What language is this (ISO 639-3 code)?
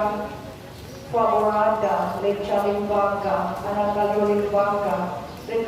ceb